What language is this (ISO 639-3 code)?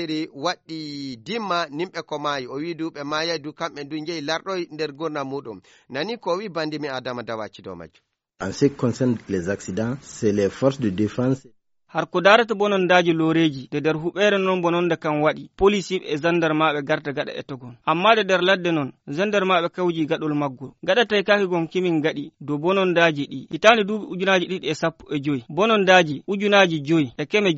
ful